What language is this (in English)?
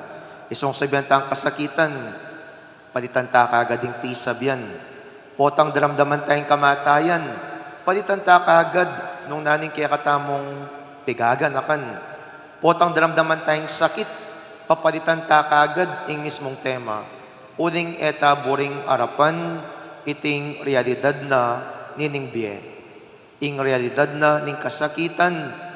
Pampanga